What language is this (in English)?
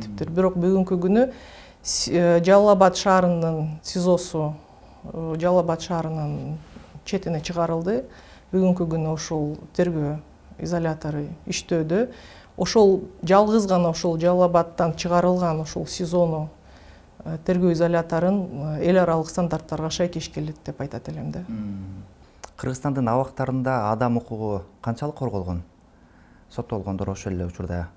Kyrgyz